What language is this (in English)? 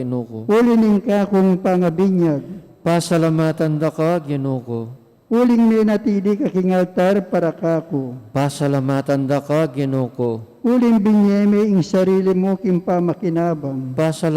Pampanga